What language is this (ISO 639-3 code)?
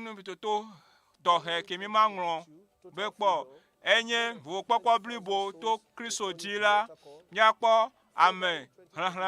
ewe